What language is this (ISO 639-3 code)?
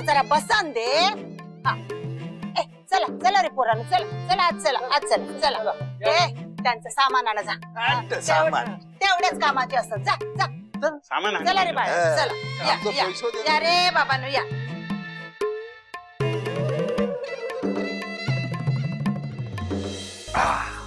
mar